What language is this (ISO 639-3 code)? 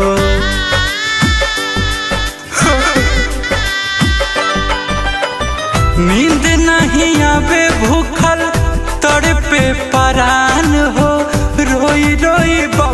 bho